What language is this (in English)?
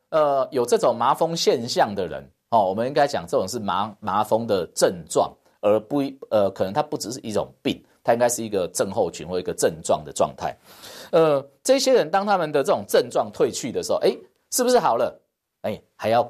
Chinese